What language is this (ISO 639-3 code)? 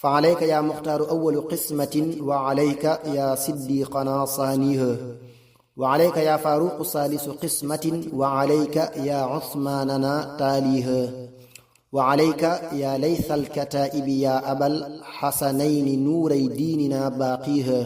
wol